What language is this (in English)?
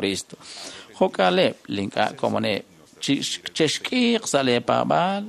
Kekchí